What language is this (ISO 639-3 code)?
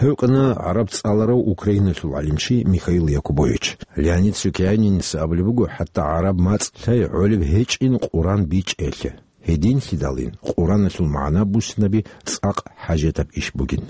ava